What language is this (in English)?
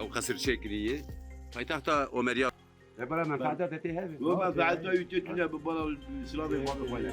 Kurdish